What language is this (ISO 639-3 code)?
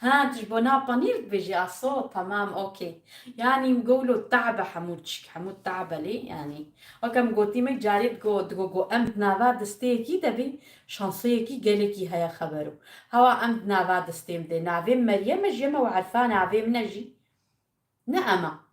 kur